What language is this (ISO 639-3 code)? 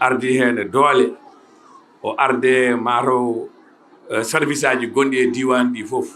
ful